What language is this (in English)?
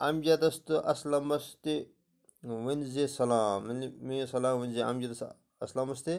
Kashmiri